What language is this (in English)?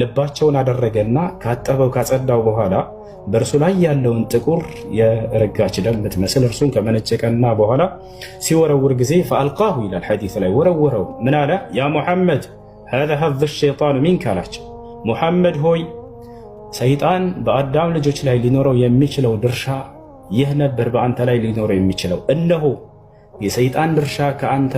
Amharic